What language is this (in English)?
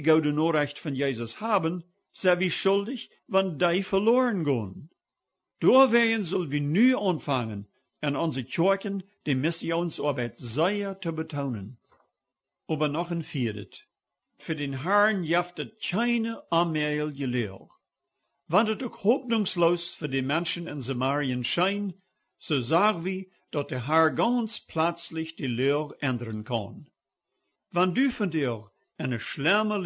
Plautdietsch